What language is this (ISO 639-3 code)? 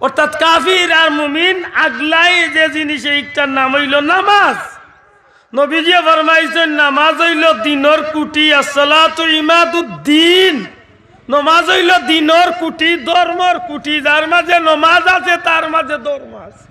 syl